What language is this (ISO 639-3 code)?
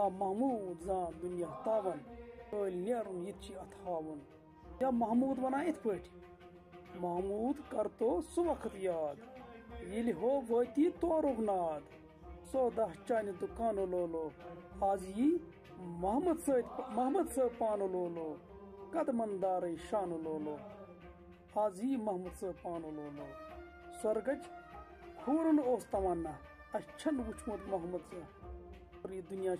kas